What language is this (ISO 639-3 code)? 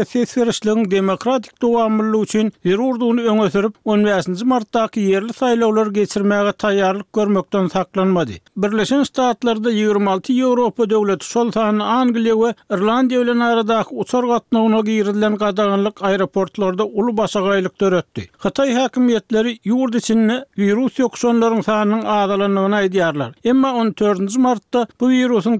tuk